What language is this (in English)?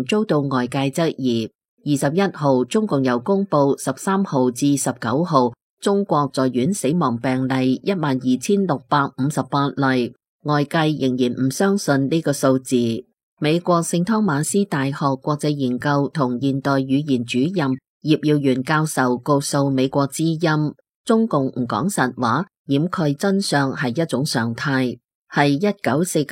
Cantonese